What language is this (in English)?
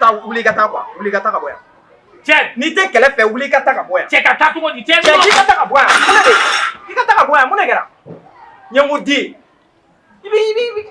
Bambara